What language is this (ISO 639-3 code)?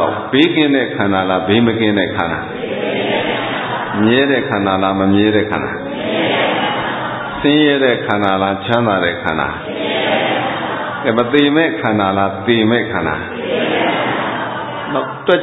mya